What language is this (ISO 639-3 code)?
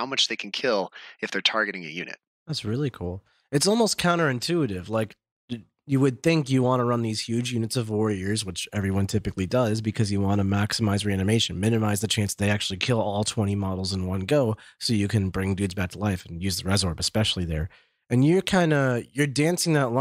eng